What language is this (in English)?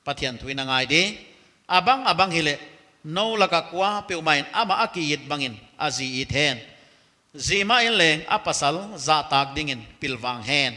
Paite Chin